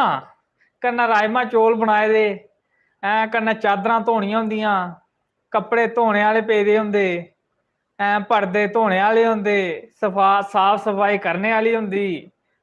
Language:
Dogri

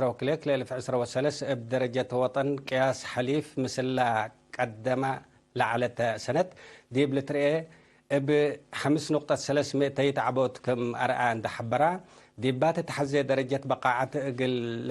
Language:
Tigre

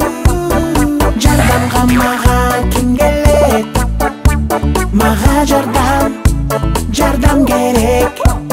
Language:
Kyrgyz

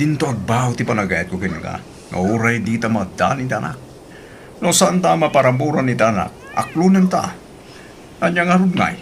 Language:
Iloko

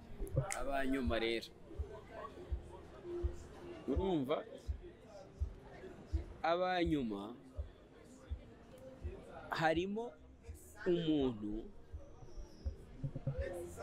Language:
Kinyarwanda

